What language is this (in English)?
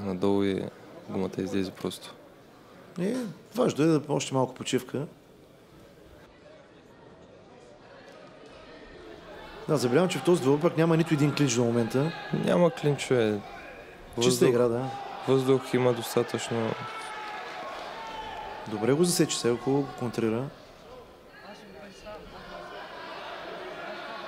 Bulgarian